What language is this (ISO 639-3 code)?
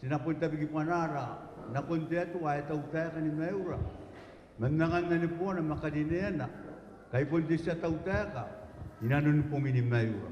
gil